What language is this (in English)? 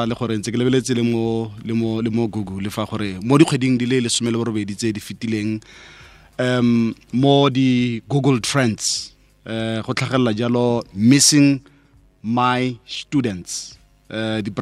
Tswana